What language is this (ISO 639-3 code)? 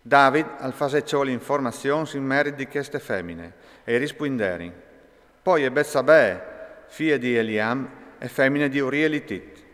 fur